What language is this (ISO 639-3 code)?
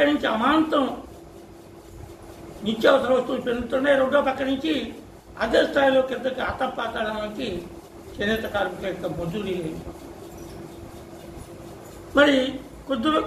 tel